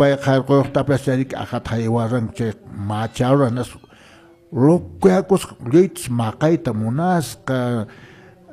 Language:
Quechua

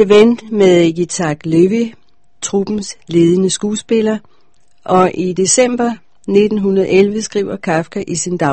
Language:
Danish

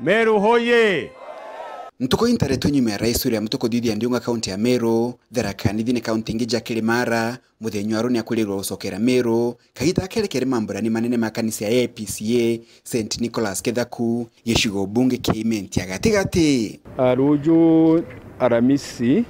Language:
Meru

